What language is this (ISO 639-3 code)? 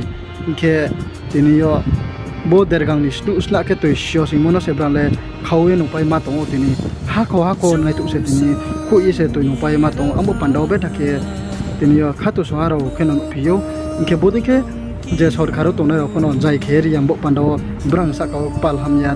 ria